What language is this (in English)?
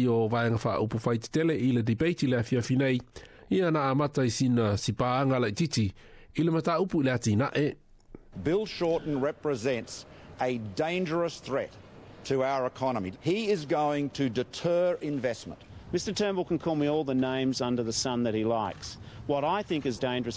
Samoan